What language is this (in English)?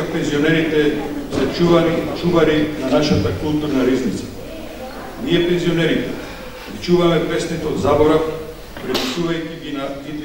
Macedonian